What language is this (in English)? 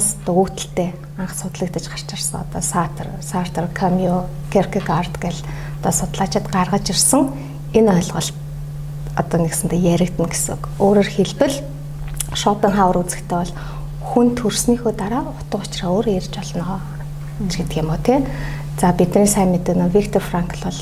Mongolian